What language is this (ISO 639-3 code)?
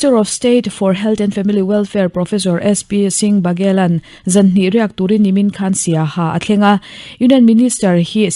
lus